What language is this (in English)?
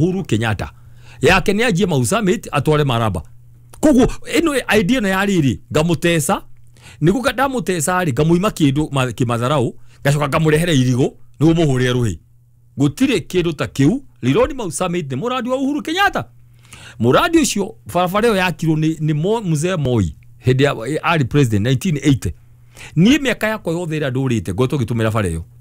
Kikuyu